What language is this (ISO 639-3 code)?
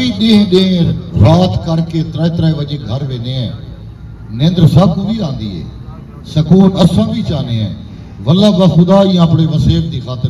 skr